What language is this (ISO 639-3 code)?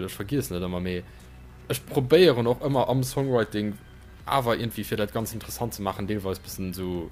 ltz